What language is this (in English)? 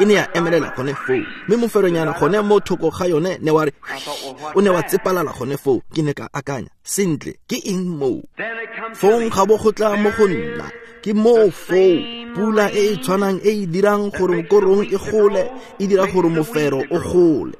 Tswana